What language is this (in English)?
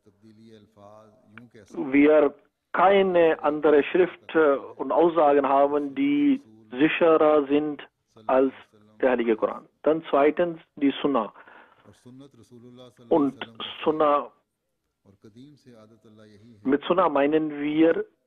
German